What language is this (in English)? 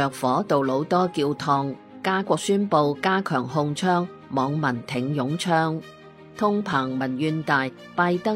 Cantonese